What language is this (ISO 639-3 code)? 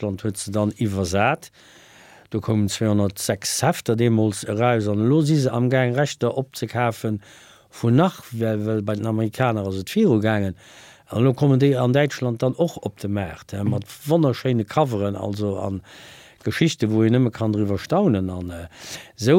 ltz